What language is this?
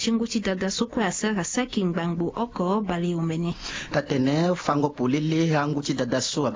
Sango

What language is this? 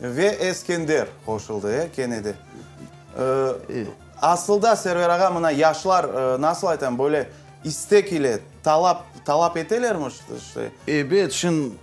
Crimean Tatar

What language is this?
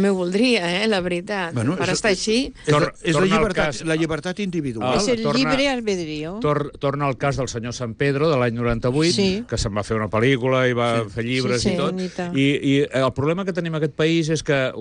Catalan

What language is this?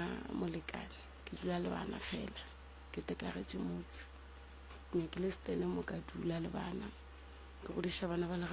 Northern Sotho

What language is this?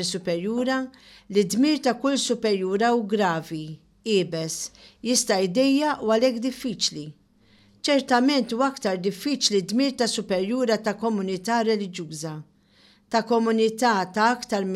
Maltese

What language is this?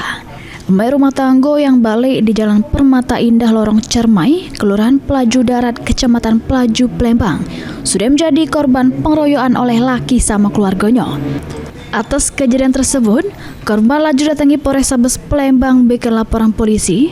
Musi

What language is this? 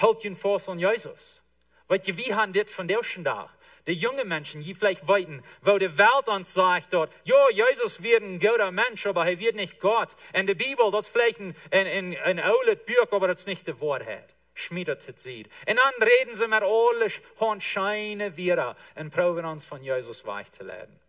Plautdietsch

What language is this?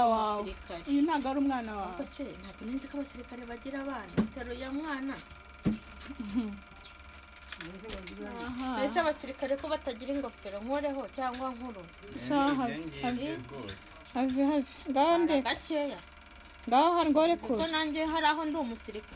Kinyarwanda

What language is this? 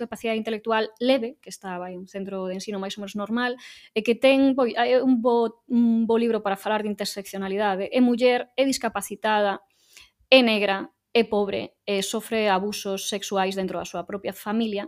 Galician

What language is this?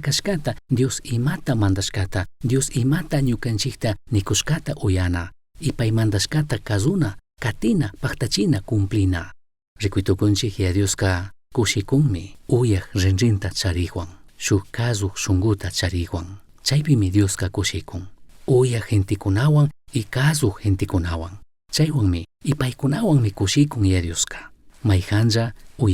Chimborazo Highland Quichua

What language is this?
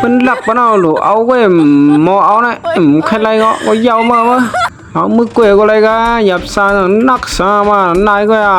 Shan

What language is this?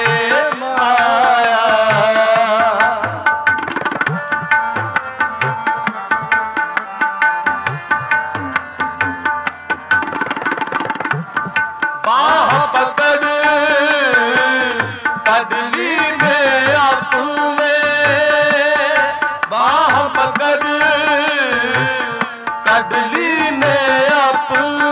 Punjabi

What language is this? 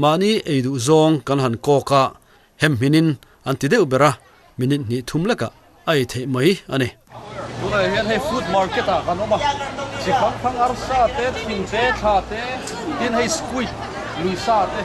Mizo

